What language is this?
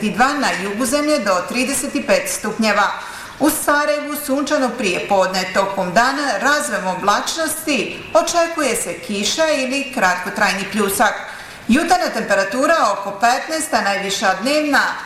Bosnian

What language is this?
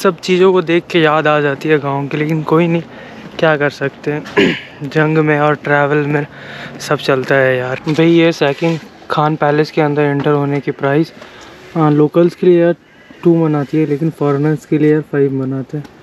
Hindi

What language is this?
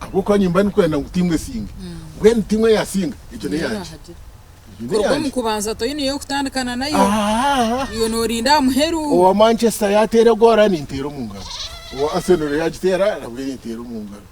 Nyankole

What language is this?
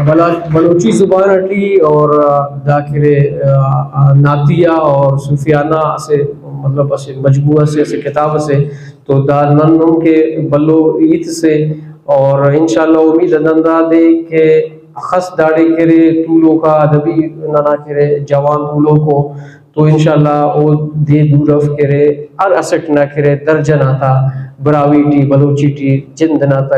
Brahui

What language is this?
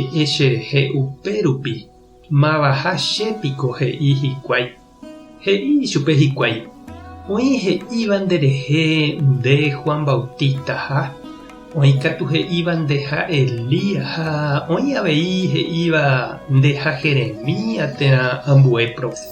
Guarani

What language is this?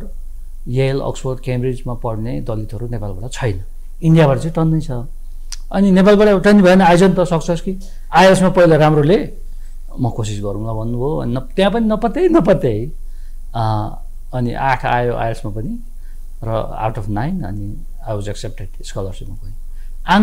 Nepali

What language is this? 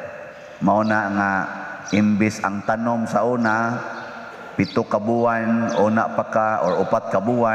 Cebuano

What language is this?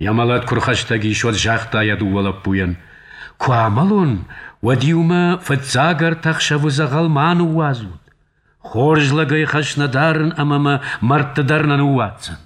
Ossetic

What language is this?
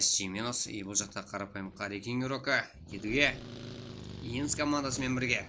Kara-Kalpak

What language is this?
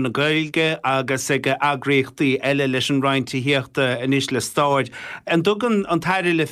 Irish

